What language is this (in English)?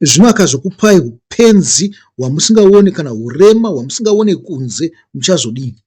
Shona